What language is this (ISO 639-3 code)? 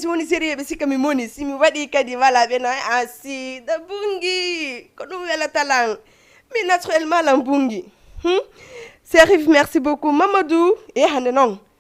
ful